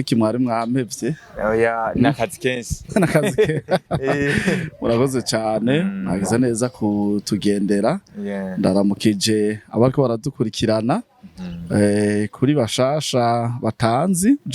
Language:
Rundi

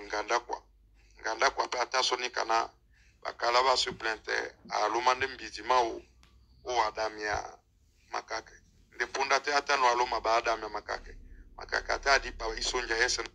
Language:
Duala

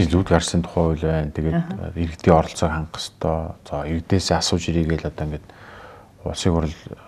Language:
Mongolian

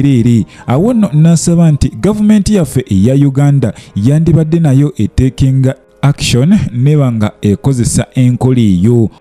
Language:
Ganda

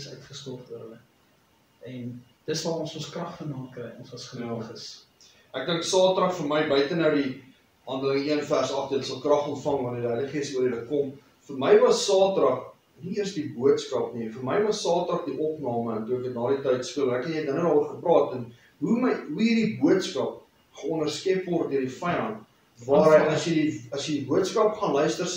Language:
Afrikaans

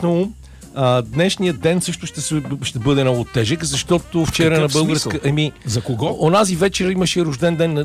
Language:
Bulgarian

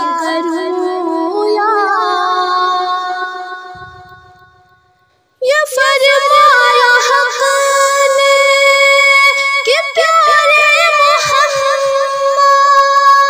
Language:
Urdu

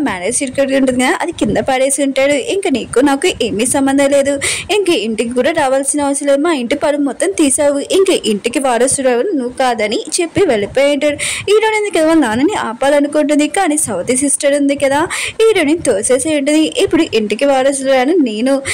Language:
Telugu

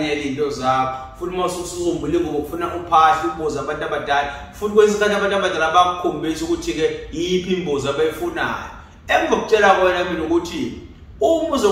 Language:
Zulu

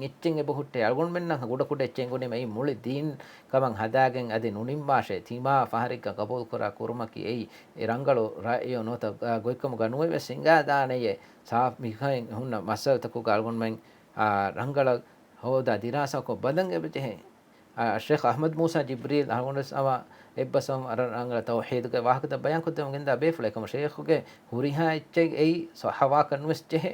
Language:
Divehi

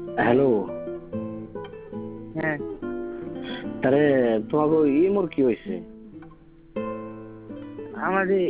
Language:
Bangla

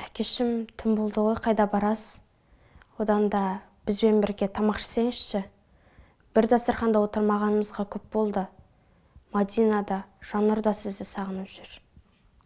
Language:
Kazakh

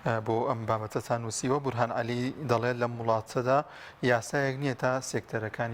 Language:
Central Kurdish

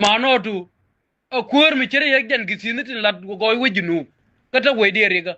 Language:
Nuer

